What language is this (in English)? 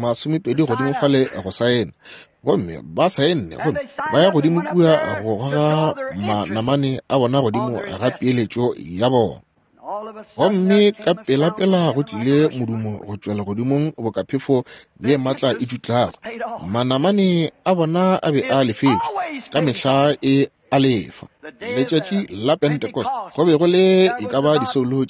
Northern Sotho